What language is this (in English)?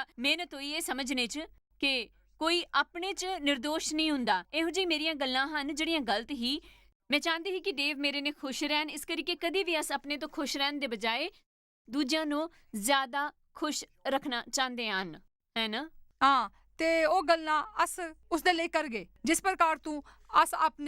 Dogri